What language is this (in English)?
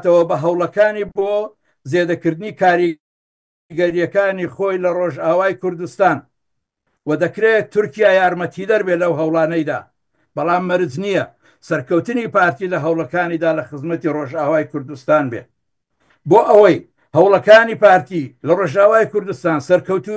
Central Kurdish